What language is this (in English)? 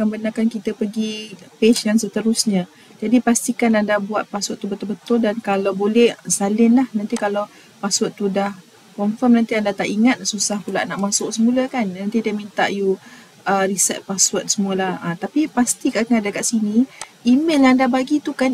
Malay